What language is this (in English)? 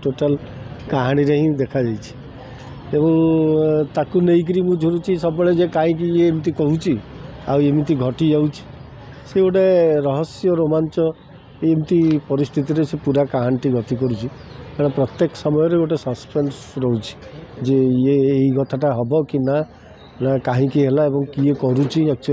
Odia